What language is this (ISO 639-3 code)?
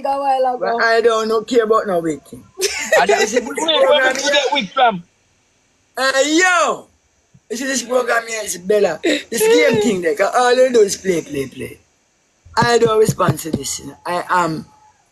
jam